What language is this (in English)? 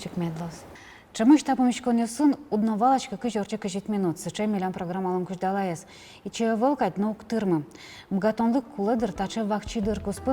Udmurt